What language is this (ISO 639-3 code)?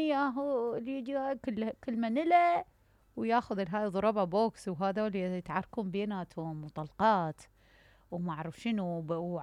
acm